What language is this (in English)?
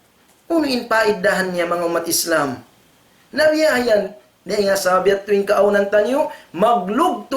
Tausug